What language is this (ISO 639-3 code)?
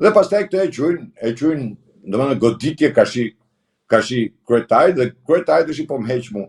sqi